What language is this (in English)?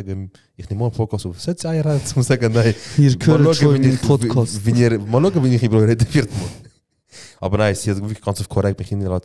Swiss German